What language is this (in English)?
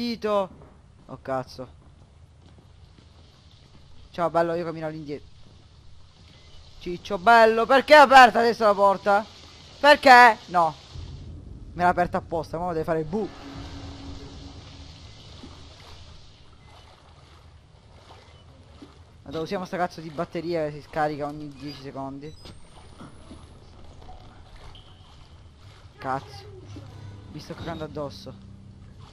Italian